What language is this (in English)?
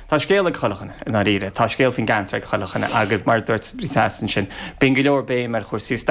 Irish